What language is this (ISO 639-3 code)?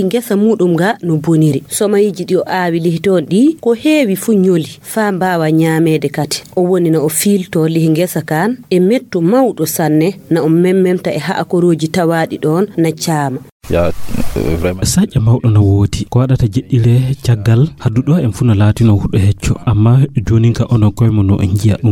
ful